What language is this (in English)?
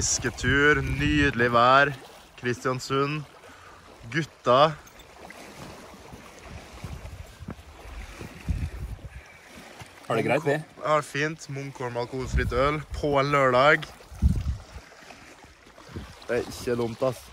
Norwegian